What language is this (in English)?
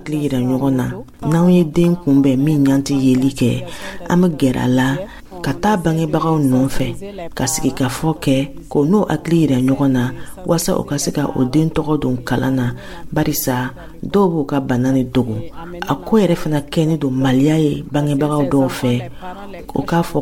Dyula